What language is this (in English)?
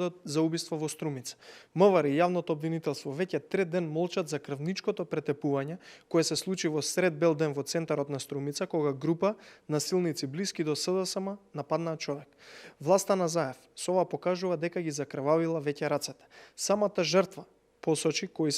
Macedonian